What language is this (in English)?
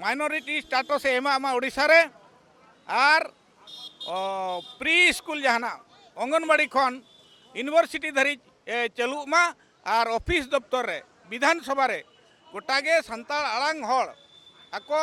Santali